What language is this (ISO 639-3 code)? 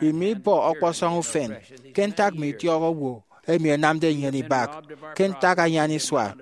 efi